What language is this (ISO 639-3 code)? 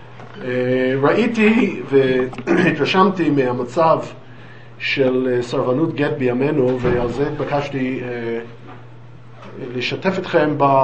heb